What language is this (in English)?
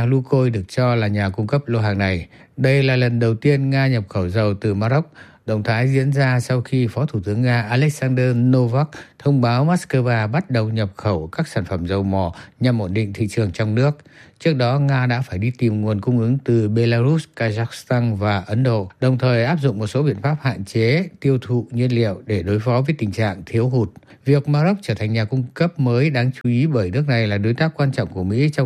Vietnamese